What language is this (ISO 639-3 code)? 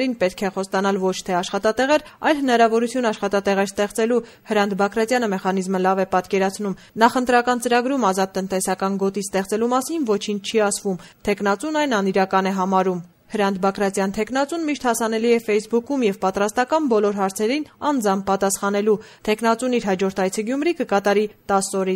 hye